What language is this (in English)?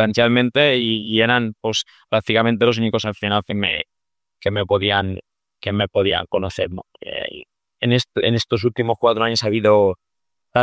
Spanish